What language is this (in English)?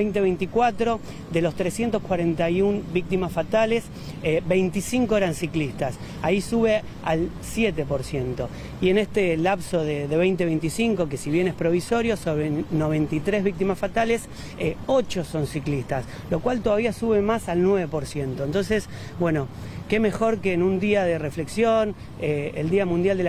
Spanish